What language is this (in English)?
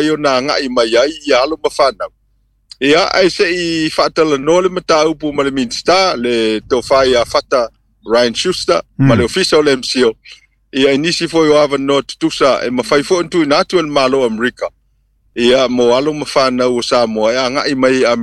Samoan